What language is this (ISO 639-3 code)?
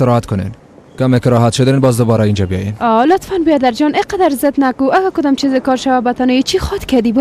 fas